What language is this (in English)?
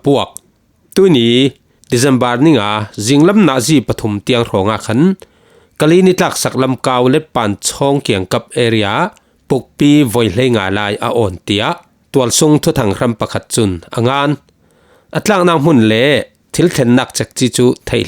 Falam Chin